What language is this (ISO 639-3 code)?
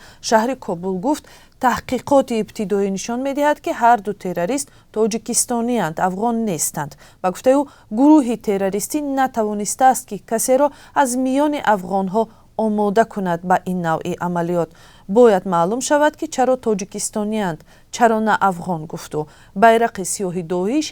tgk